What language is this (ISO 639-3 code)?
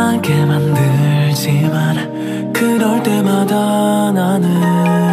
kor